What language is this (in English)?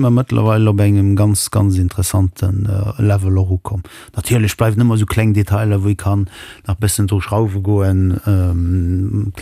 Luxembourgish